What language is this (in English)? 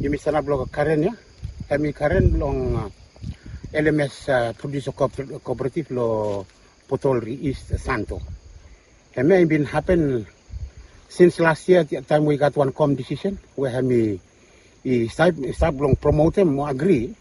Bislama